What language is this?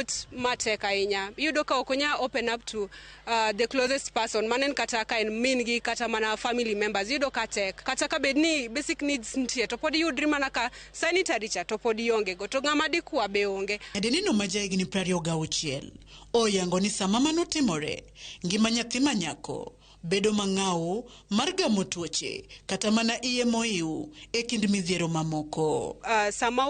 Luo (Kenya and Tanzania)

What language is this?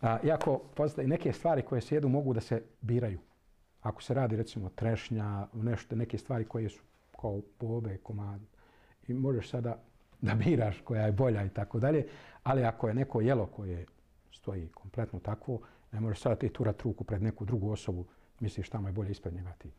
Bosnian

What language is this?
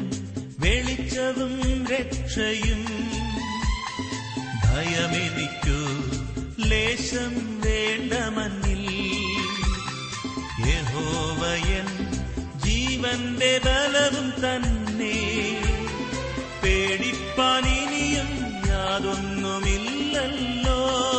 Malayalam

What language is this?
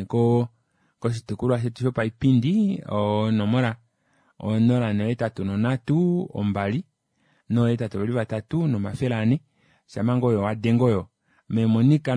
Kuanyama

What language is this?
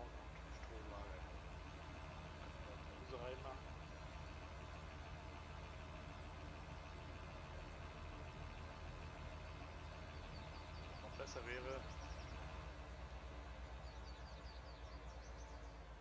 German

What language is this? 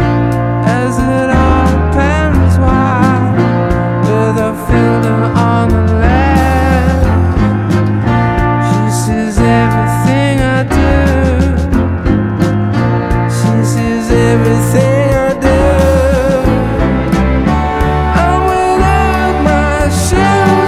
English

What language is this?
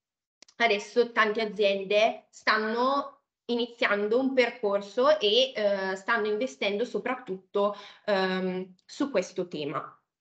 Italian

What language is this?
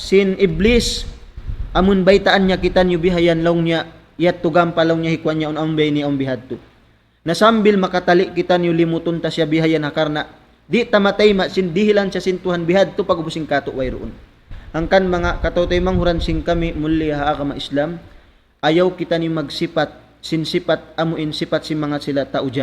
Tausug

